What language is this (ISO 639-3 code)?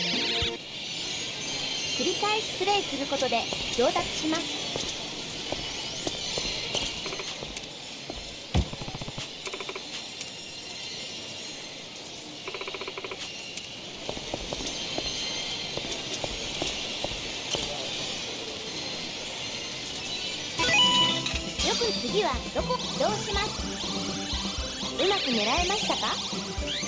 jpn